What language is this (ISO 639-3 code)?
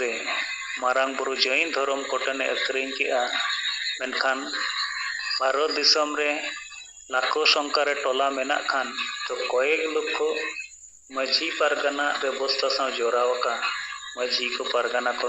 sat